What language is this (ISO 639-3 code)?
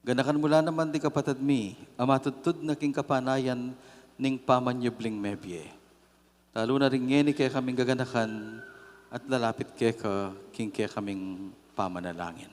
pam